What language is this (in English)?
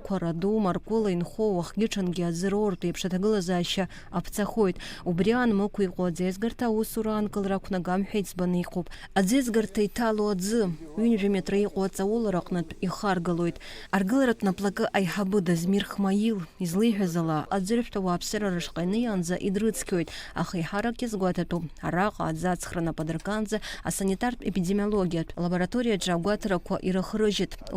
Abkhazian